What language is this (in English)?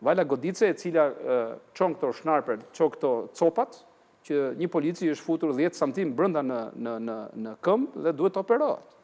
Albanian